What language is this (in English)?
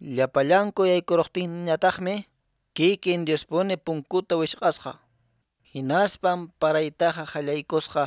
Quechua